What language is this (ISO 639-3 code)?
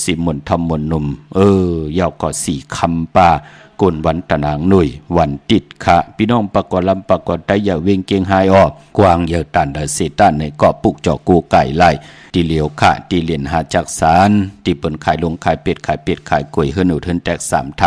shn